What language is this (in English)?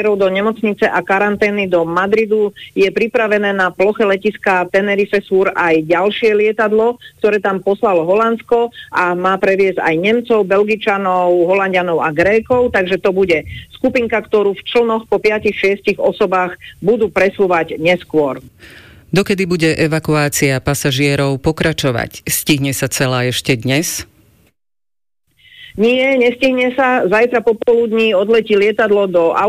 Slovak